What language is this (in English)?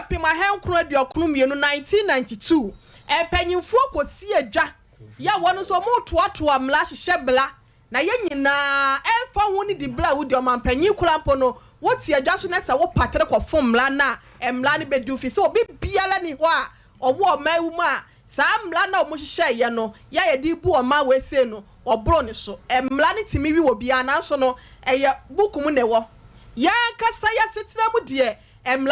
Akan